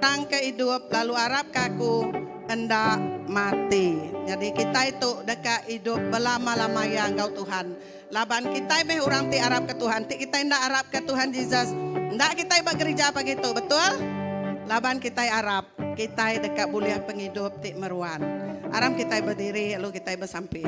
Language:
Iban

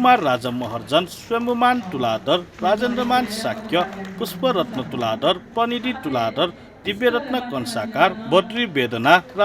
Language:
Newari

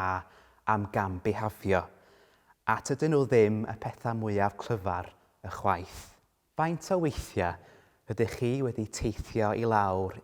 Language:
Welsh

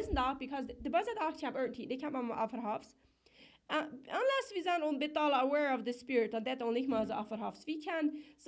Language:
Plautdietsch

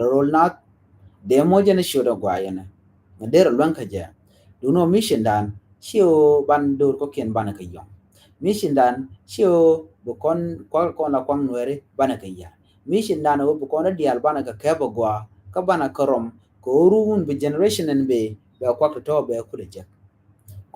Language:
Nuer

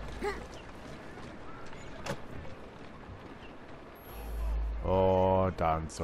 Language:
German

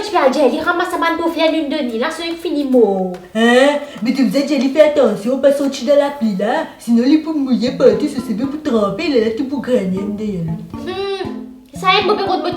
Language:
Morisyen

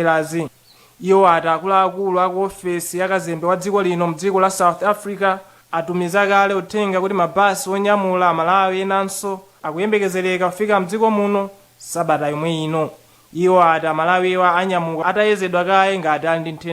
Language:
Nyanja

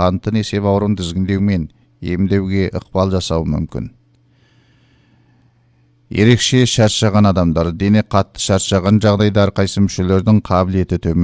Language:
Kazakh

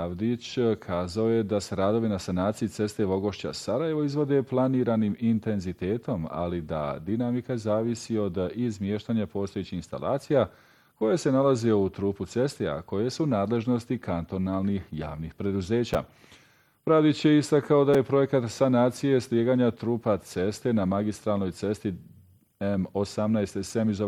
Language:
Bosnian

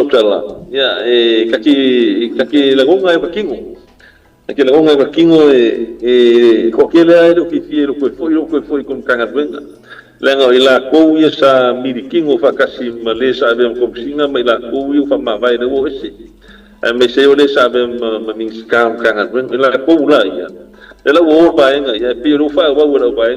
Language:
Samoan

